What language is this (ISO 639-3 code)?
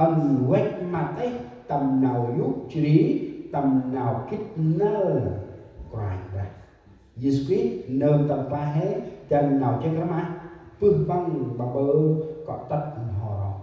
cmo